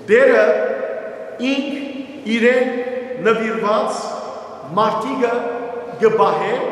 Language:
Western Armenian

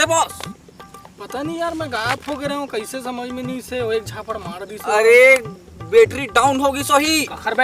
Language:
Chhattisgarhi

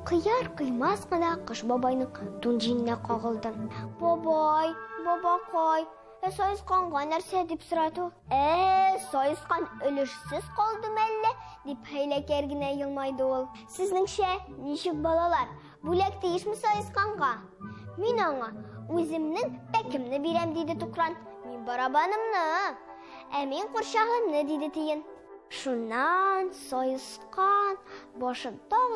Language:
Tatar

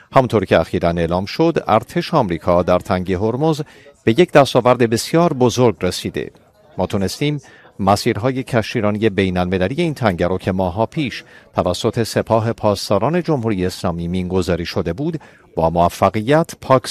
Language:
Persian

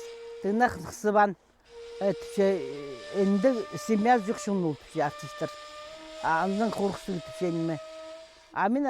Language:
Khakas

